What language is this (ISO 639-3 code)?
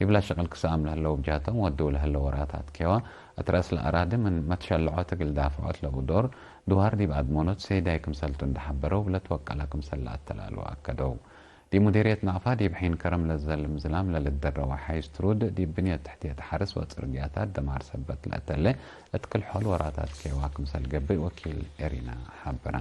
tig